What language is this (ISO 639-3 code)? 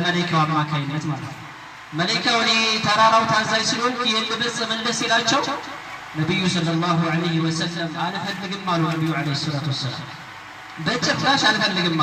amh